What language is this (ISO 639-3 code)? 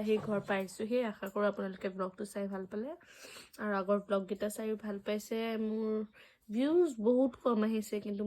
asm